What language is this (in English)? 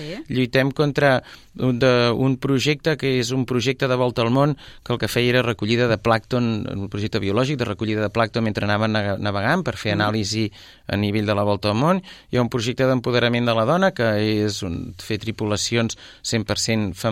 Catalan